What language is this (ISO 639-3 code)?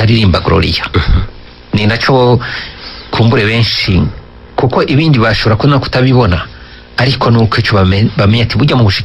run